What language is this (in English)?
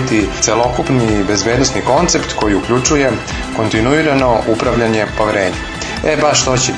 Serbian